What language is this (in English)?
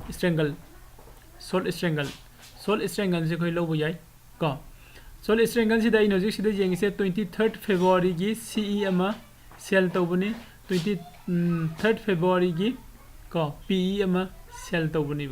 Manipuri